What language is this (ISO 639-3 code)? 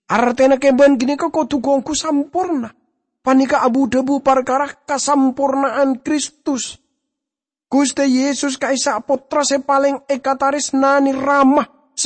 mad